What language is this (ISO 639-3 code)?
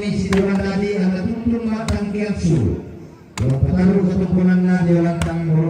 sda